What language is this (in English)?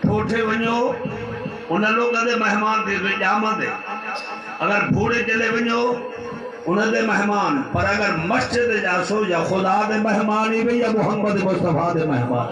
Saraiki